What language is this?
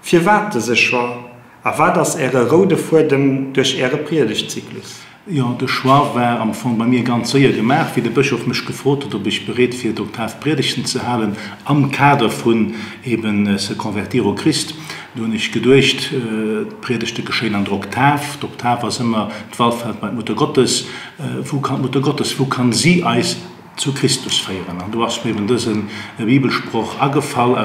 Luxembourgish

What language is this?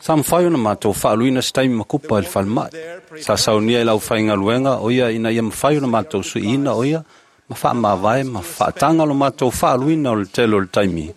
Samoan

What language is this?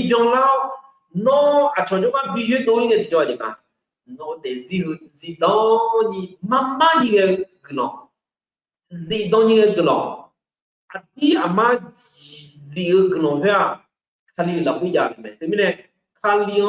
Akha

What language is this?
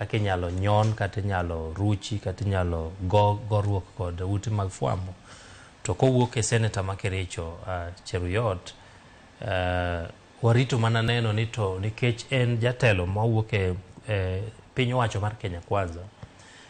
Luo (Kenya and Tanzania)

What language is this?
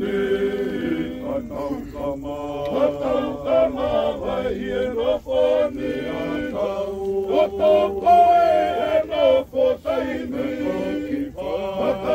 Tongan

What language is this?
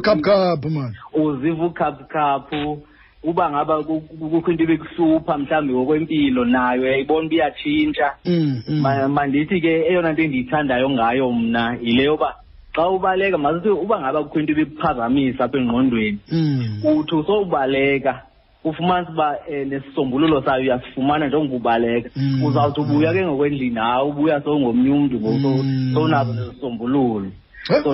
Xhosa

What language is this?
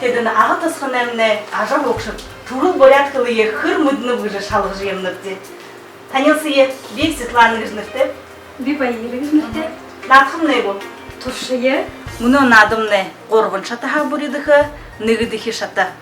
Buriat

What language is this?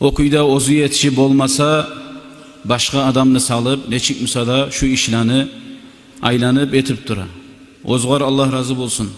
Kumyk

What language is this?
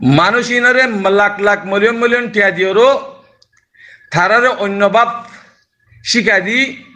Rohingya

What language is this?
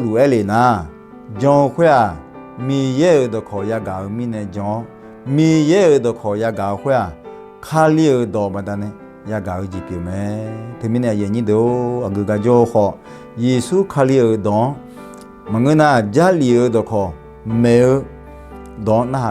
Akha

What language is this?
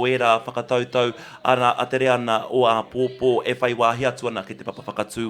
Māori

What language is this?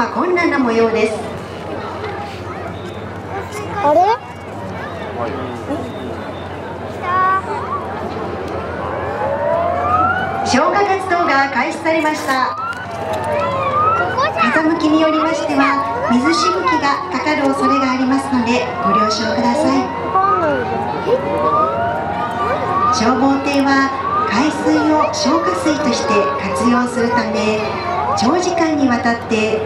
Japanese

